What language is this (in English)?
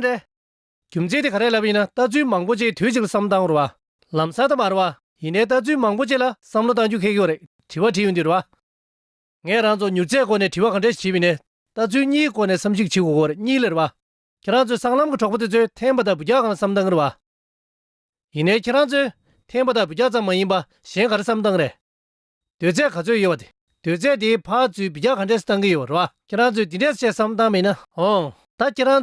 Tibetan